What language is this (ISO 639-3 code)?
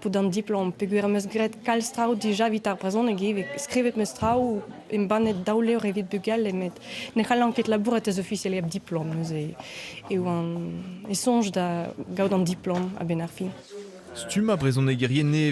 bre